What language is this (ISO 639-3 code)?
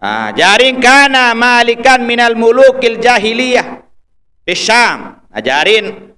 sas